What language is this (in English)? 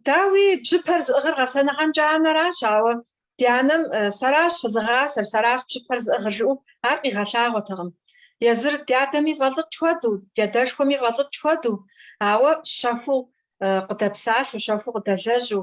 Kabardian